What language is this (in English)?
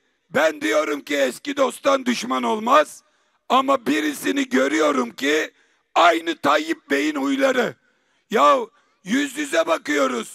Turkish